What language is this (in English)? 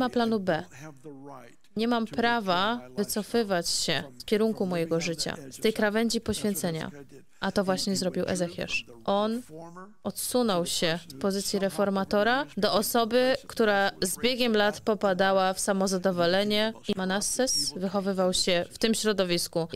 Polish